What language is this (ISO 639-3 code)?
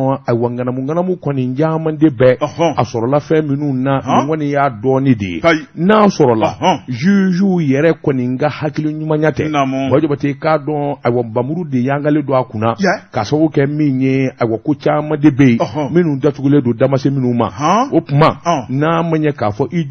bam